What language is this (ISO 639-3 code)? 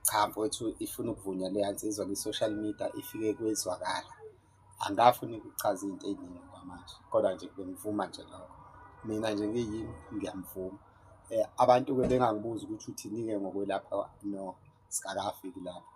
zul